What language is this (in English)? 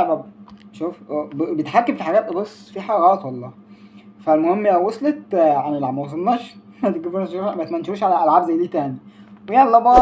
Egyptian Arabic